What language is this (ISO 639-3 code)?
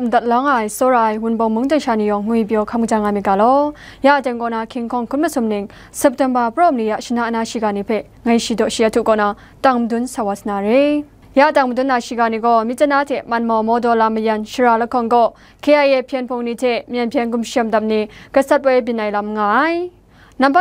kac